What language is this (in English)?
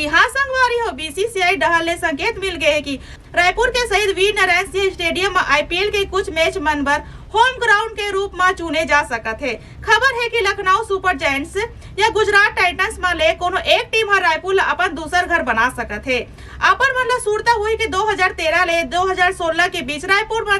Chhattisgarhi